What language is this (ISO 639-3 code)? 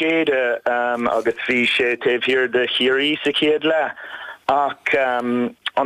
gle